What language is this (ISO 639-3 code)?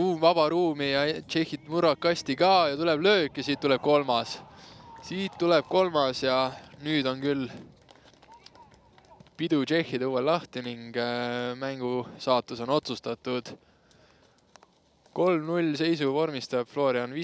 est